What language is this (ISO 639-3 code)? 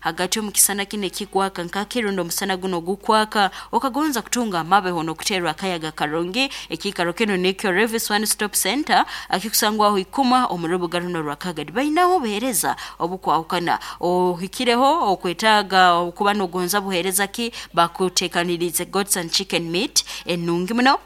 nyo